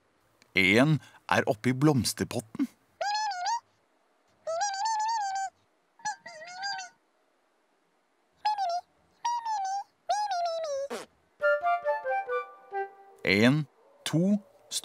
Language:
Norwegian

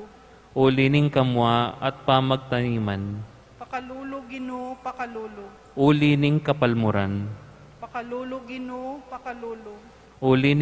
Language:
Pampanga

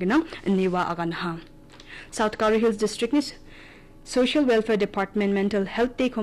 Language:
Garo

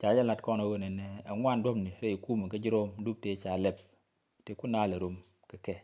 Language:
Nuer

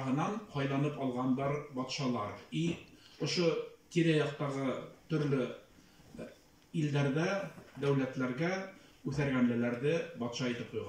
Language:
Bashkir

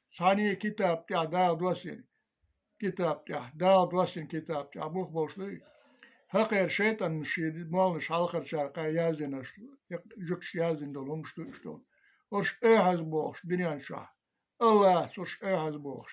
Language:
Chechen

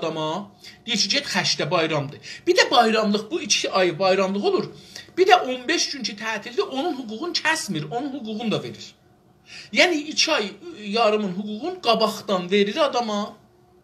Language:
South Azerbaijani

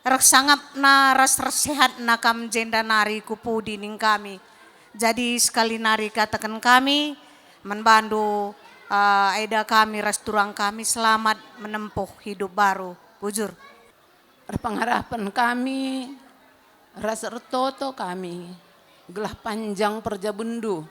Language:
Batak Karo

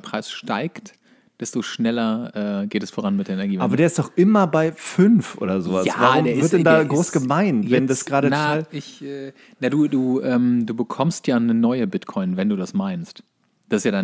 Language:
German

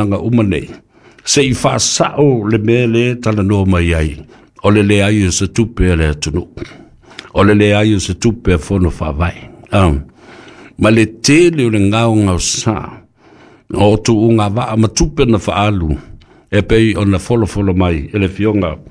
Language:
Samoan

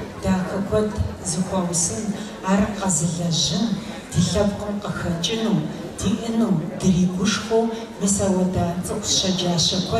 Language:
Kabardian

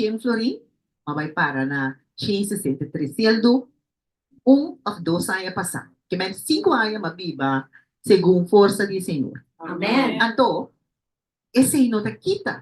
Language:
Papiamento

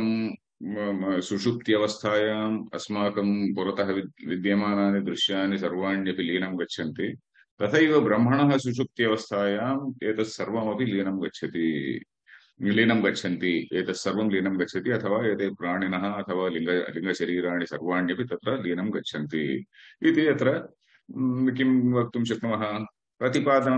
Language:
Sanskrit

